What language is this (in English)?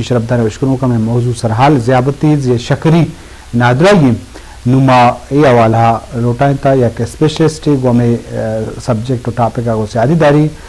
Eastern Balochi